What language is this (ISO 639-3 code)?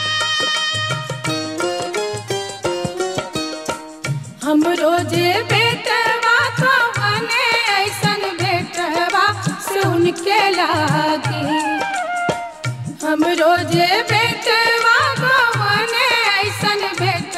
bho